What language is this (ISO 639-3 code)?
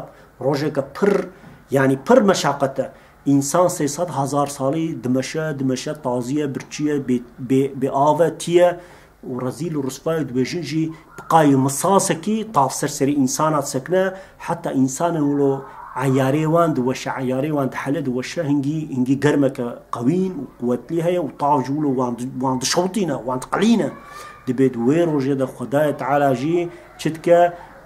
kur